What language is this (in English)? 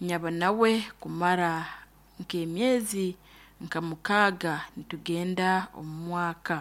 Nyoro